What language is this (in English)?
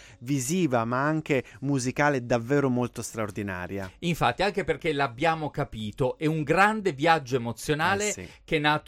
Italian